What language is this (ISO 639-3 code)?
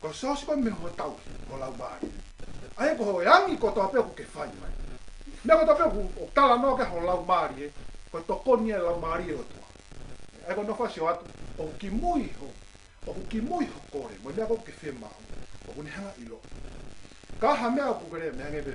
ton